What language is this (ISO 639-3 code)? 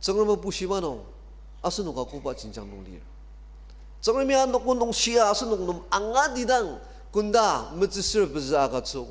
njo